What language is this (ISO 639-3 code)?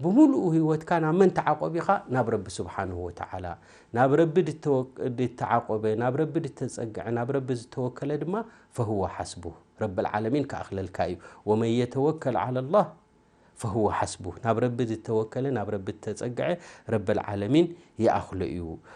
tir